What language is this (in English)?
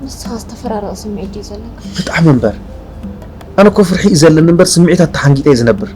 Tigrinya